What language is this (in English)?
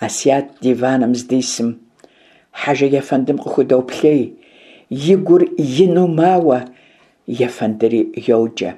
Kabardian